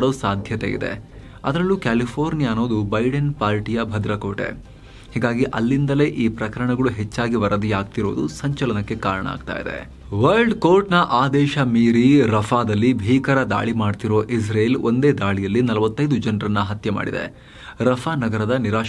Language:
Kannada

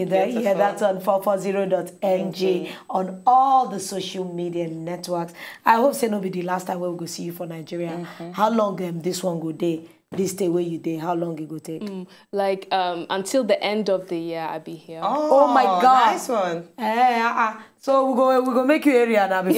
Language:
Nigerian Pidgin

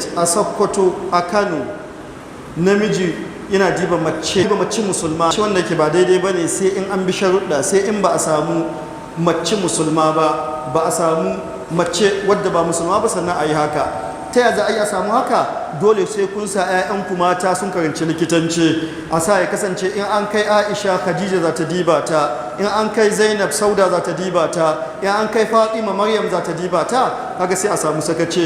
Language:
Hausa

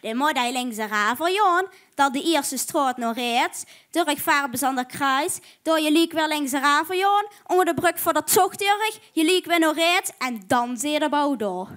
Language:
Limburgish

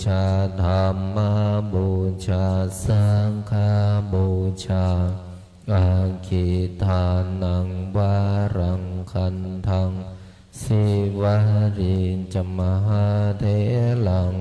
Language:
Pali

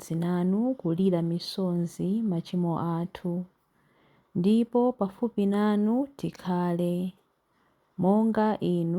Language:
Nyanja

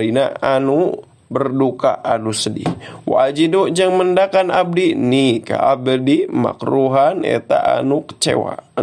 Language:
Sundanese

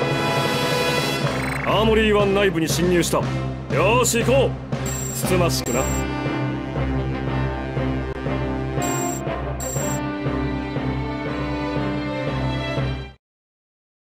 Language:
Japanese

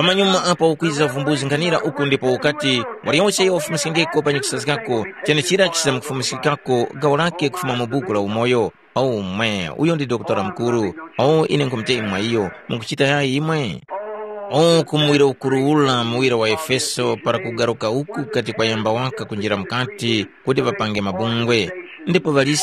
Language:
Tumbuka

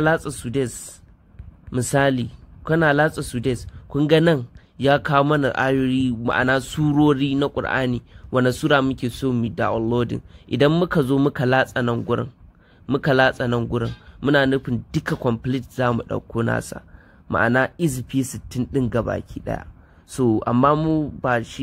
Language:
Hausa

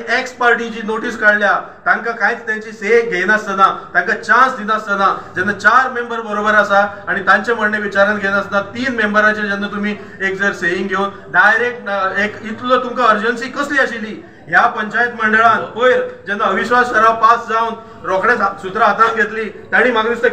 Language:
Konkani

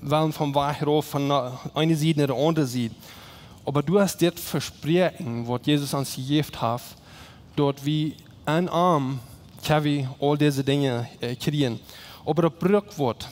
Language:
Plautdietsch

